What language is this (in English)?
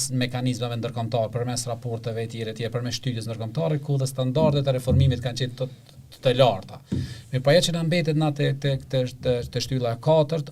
Albanian